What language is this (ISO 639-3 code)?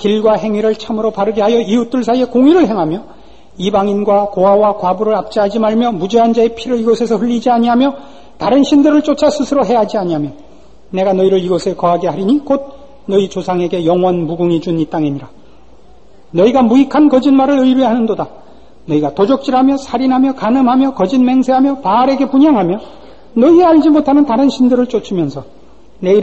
kor